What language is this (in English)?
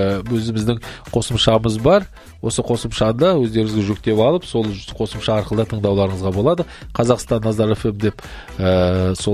Kazakh